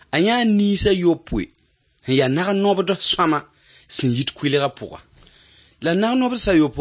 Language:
Mossi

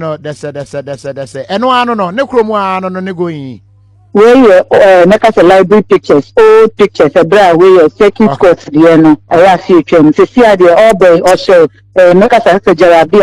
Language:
Akan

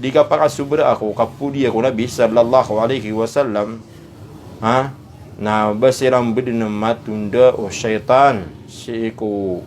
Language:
Maranao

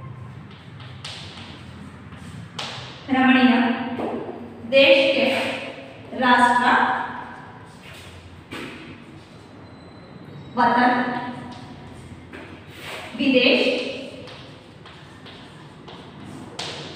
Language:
Kannada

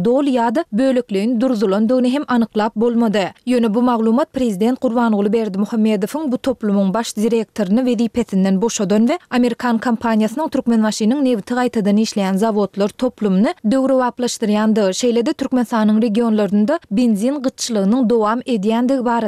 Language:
Turkmen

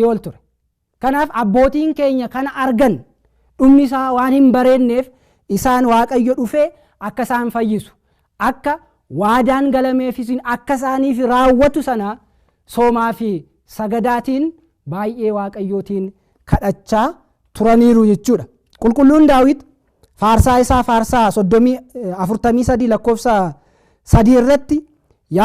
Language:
Oromo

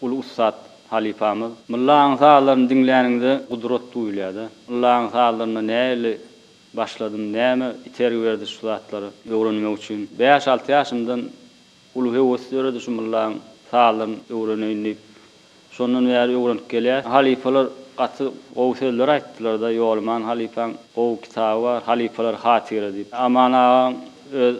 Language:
Turkmen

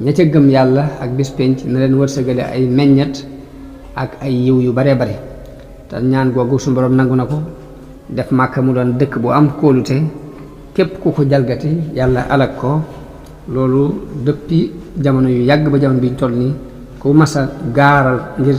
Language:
Wolof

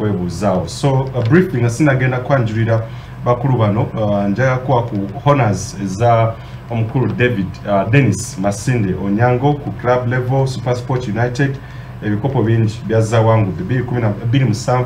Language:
Ganda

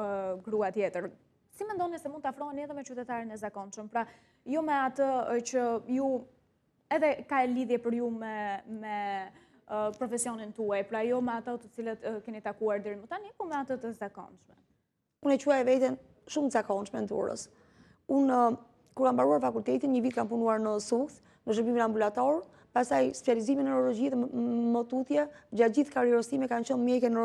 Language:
Albanian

